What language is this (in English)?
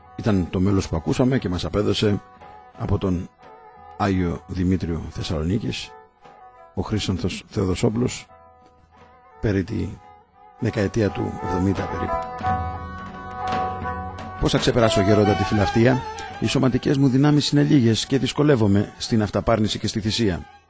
Greek